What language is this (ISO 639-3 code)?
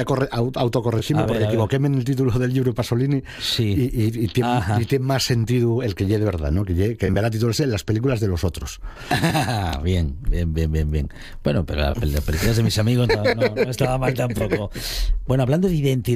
spa